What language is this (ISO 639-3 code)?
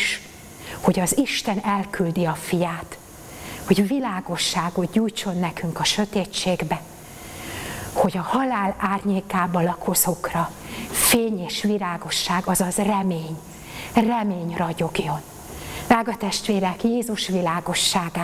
hun